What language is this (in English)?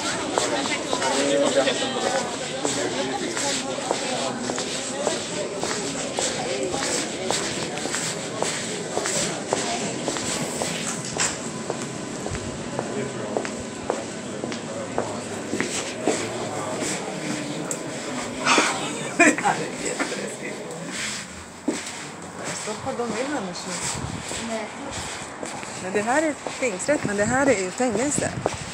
Swedish